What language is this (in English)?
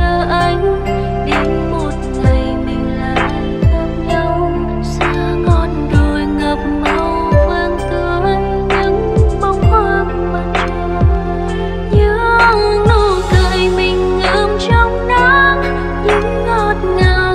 Vietnamese